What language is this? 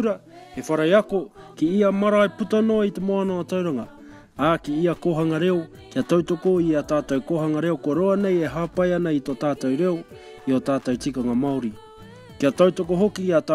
Māori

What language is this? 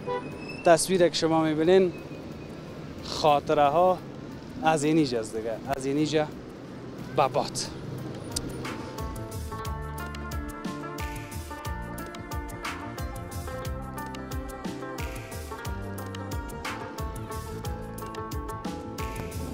Persian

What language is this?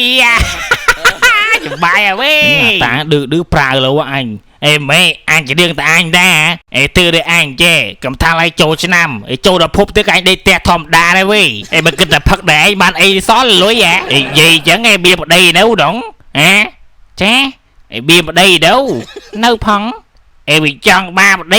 Khmer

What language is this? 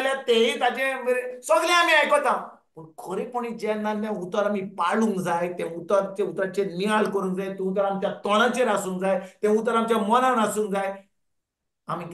Konkani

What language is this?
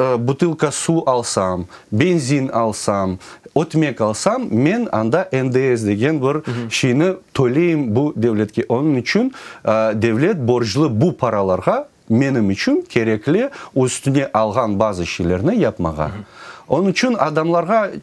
Crimean Tatar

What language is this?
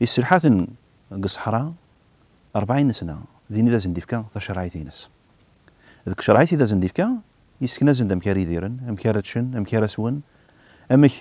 Kabyle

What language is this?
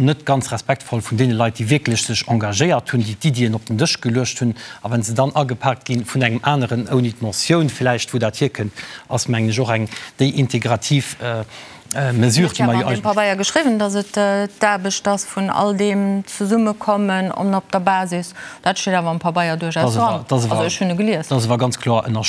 Luxembourgish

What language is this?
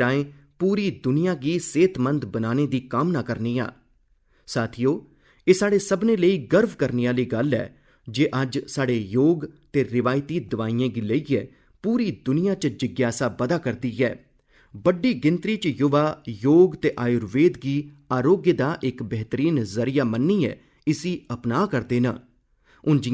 Dogri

